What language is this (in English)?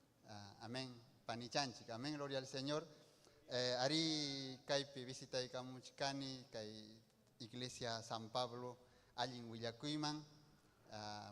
Ayacucho Quechua